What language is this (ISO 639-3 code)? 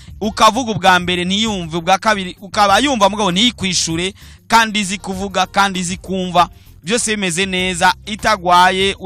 run